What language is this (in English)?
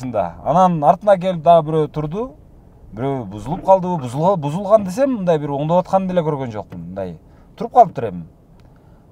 Kyrgyz